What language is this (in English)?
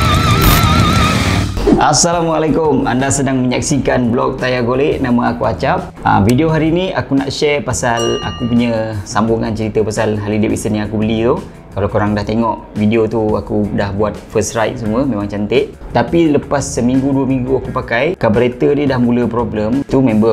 Malay